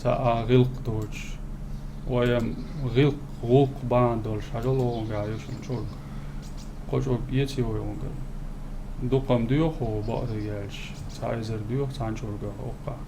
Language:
Chechen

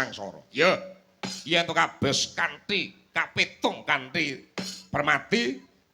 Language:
Javanese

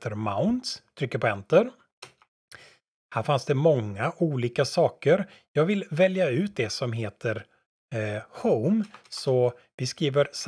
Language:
Swedish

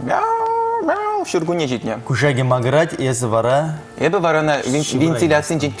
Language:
Chuvash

